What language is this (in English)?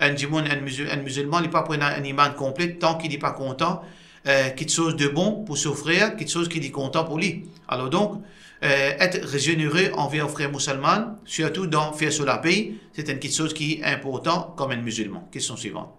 Morisyen